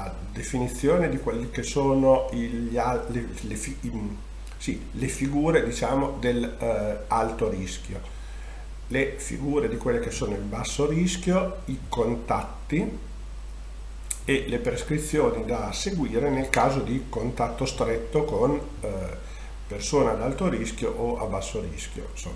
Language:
Italian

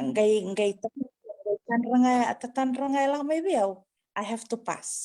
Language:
Fijian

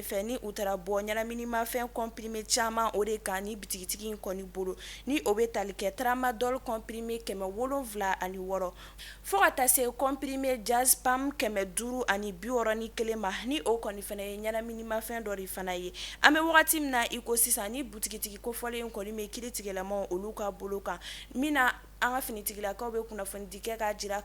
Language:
Bambara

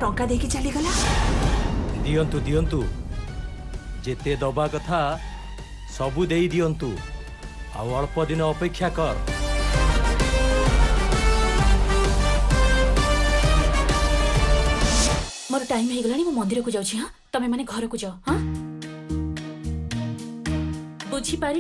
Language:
Odia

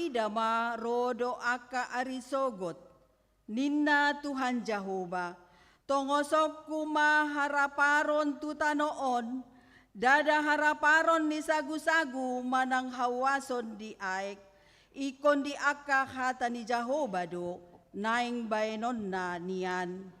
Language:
Batak Toba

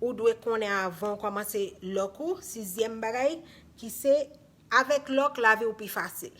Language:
Haitian Creole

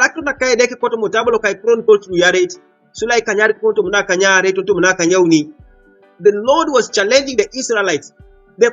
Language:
Teso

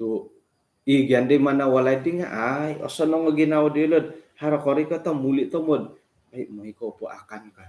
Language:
Central Dusun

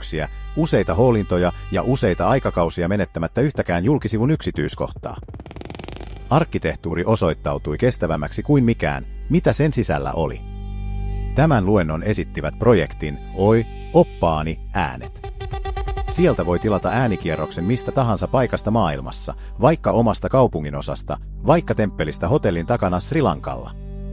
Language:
Finnish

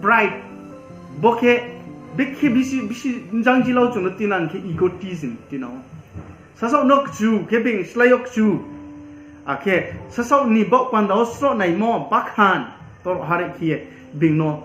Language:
Riang (India)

